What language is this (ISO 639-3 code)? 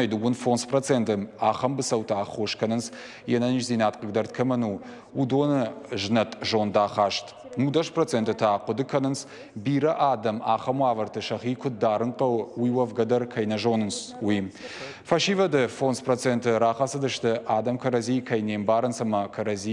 oss